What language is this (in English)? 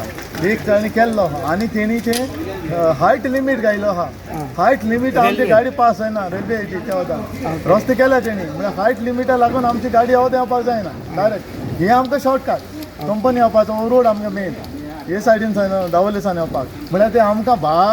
Konkani